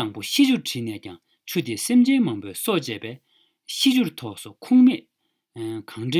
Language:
Tibetan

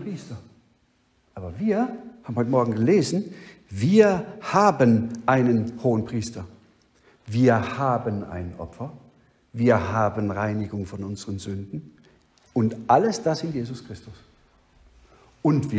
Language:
German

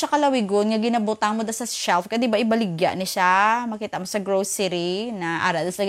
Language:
Hiligaynon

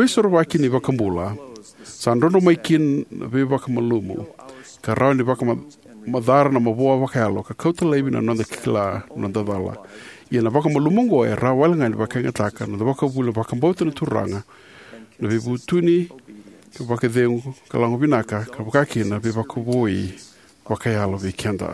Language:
Fijian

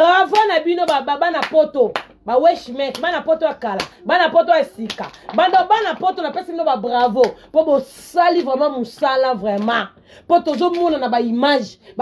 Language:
Lingala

